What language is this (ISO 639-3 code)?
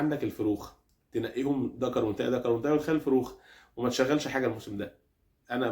arz